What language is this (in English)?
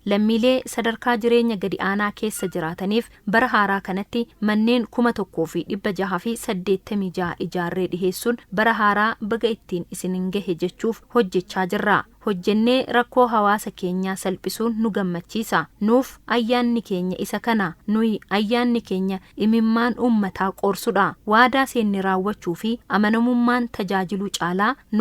Oromo